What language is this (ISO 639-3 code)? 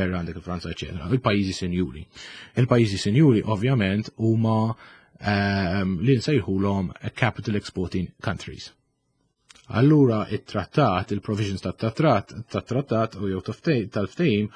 mlt